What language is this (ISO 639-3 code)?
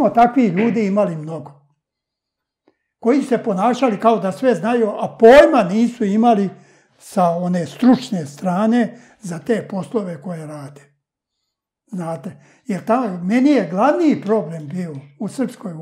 srp